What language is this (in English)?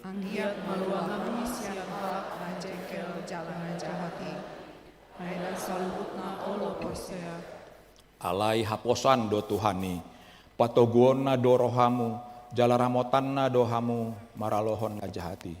Batak Toba